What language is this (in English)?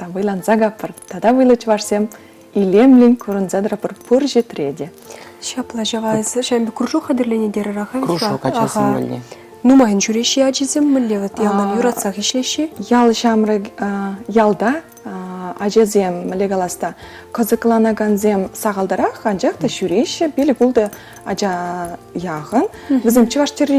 Chuvash